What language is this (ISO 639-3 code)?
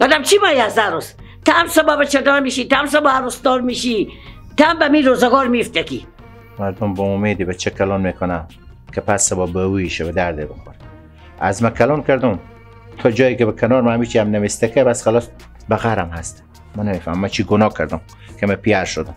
fas